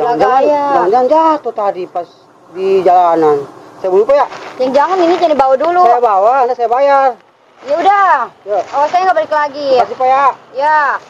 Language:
Betawi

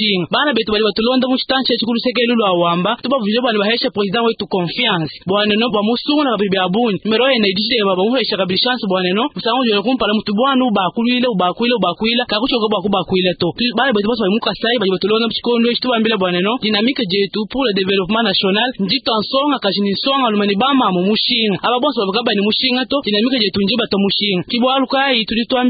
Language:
Luba-Lulua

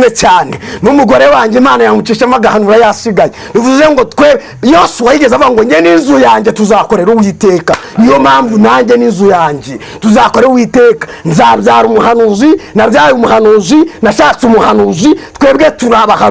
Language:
Kinyarwanda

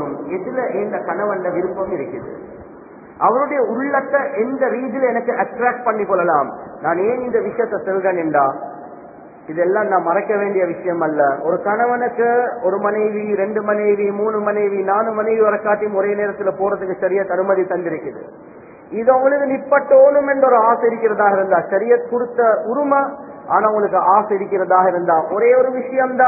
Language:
Tamil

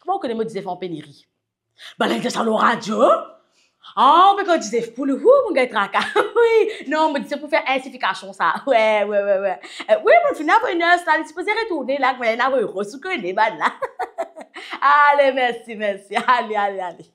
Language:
Morisyen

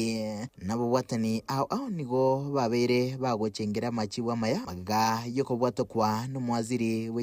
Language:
Gusii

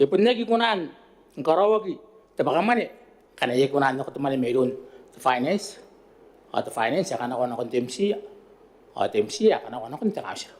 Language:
Gilbertese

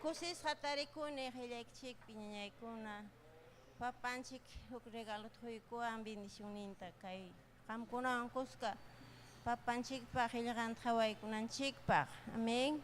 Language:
Ayacucho Quechua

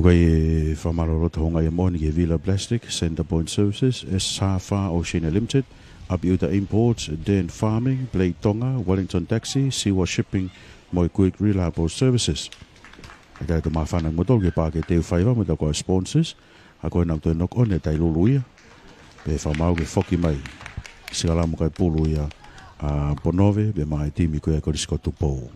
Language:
Tongan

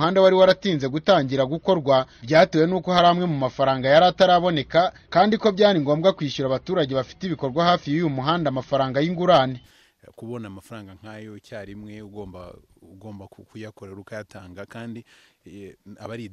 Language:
Kinyarwanda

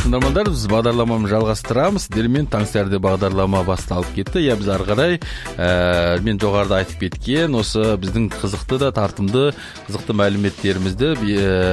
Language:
Kazakh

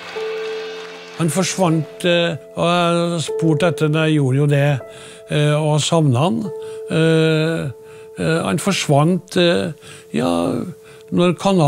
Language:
Norwegian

